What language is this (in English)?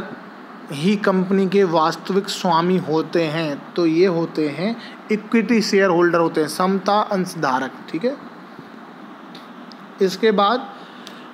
Hindi